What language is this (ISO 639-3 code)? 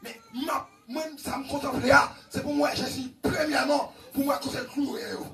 hat